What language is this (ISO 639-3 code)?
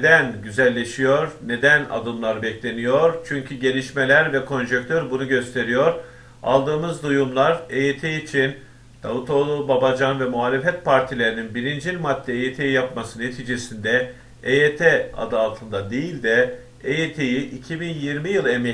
tur